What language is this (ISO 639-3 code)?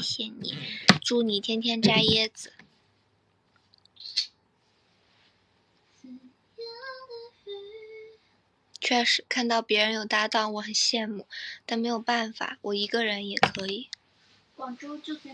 zho